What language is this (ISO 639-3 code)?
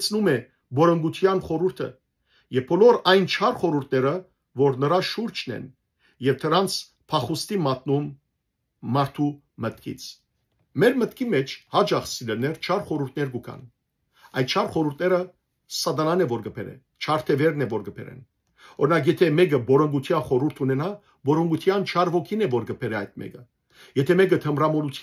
hyw